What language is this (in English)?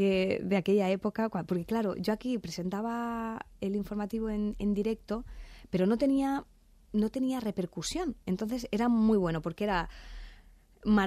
Spanish